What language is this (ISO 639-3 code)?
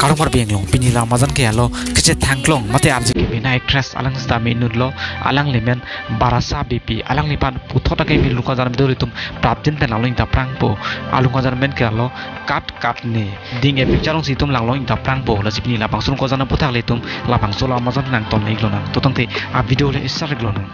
mjw